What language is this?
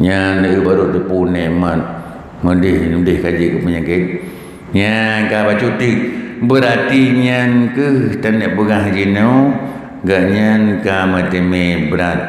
Achinese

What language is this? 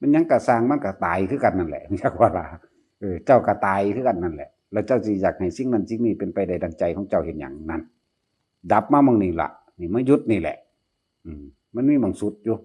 Northeastern Thai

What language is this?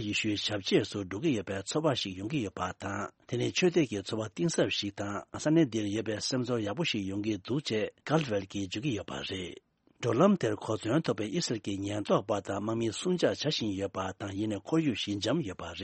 Tibetan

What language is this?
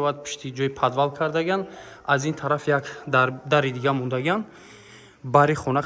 Tajik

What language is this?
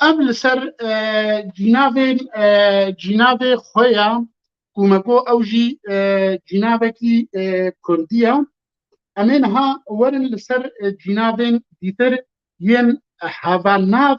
Kurdish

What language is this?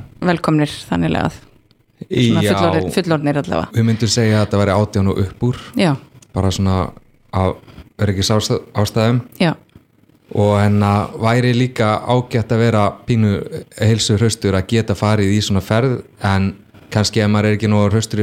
Icelandic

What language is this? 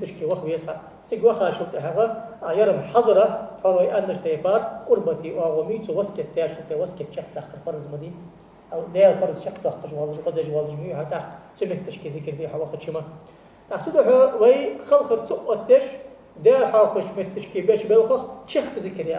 Ingush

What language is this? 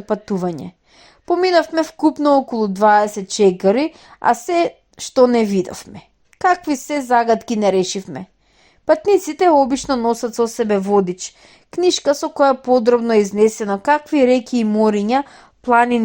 Macedonian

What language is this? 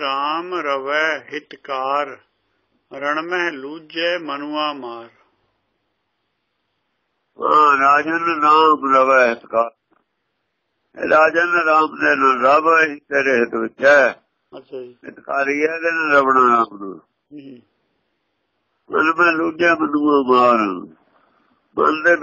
Punjabi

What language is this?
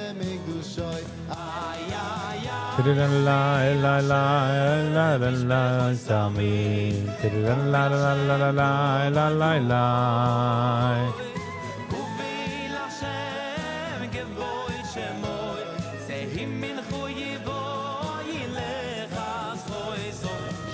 Yiddish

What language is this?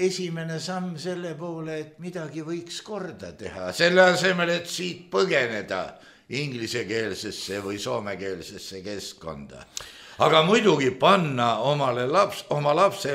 Estonian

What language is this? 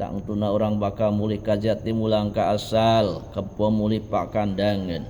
Sundanese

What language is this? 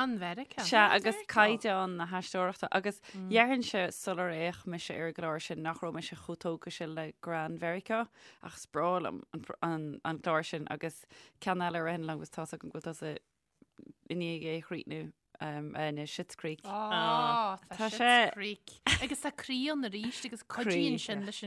Irish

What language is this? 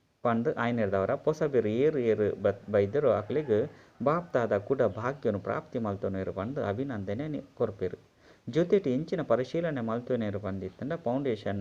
Tulu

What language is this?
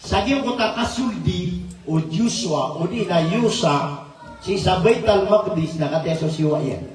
Maranao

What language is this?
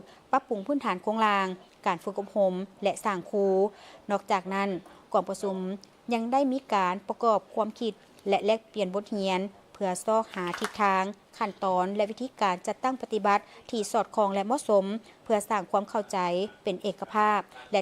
Lao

